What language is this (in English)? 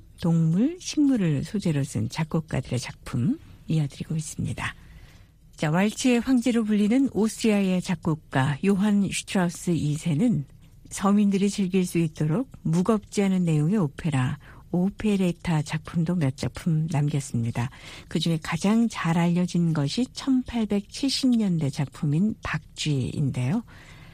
Korean